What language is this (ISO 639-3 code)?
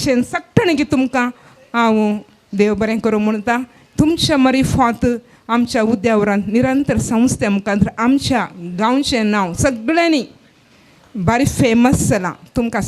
kok